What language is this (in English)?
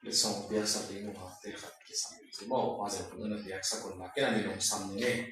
Tedim Chin